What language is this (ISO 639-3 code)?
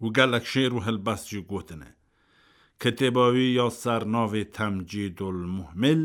kur